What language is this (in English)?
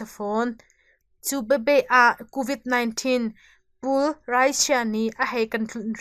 Hakha Chin